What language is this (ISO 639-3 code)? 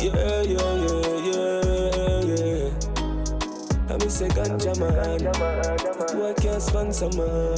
jam